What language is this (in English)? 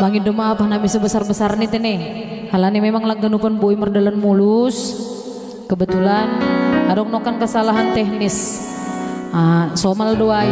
Batak Simalungun